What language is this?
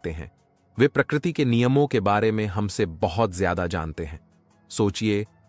Hindi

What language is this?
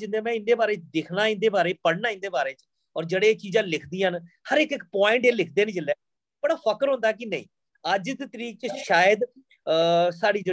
Dogri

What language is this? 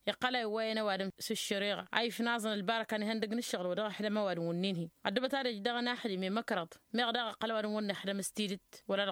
Tamasheq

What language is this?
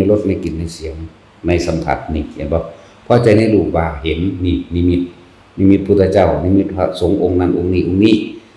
Northeastern Thai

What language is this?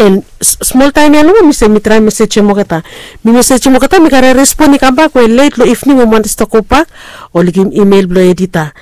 Bislama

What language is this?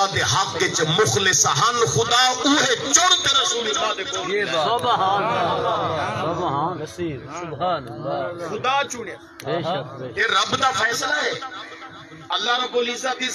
Saraiki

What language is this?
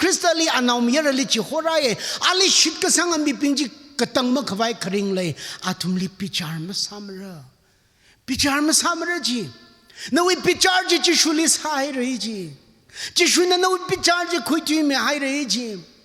Tangkhul Naga (India)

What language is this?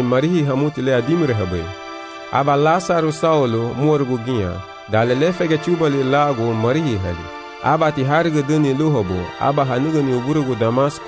Garifuna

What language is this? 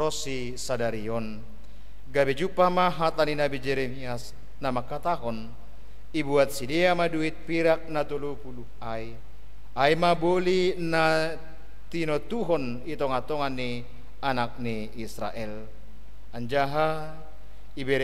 Batak Simalungun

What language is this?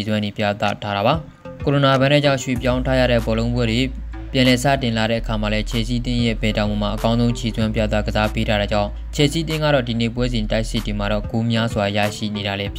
Burmese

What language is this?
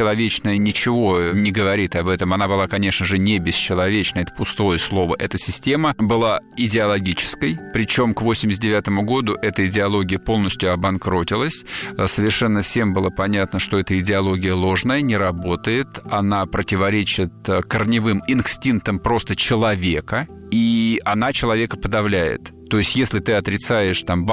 Russian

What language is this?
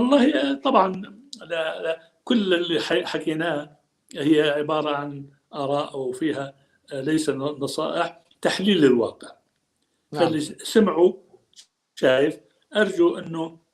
North Levantine Arabic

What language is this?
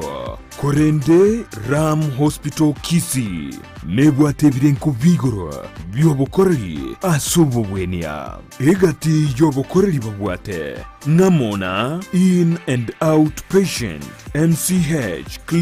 Gusii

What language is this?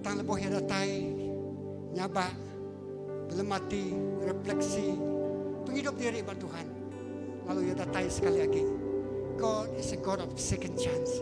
Iban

